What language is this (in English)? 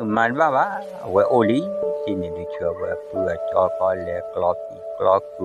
S'gaw Karen